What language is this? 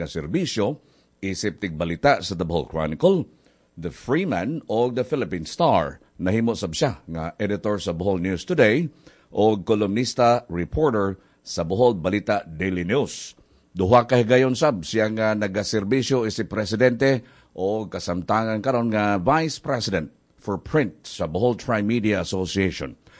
Cebuano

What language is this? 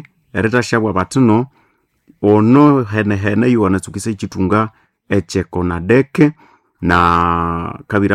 Nande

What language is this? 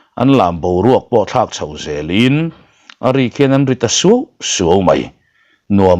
Mizo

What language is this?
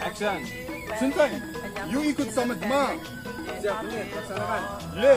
Betawi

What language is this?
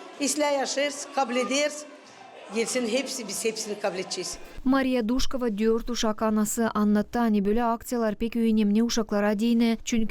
Gagauz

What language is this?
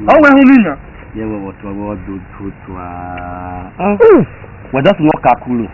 Esan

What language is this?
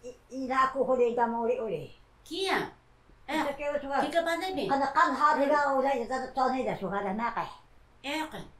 Taroko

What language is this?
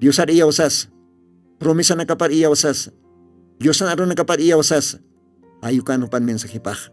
Aymara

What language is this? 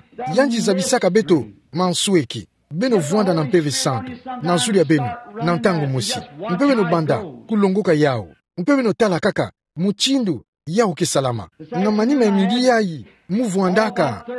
Kituba (Democratic Republic of Congo)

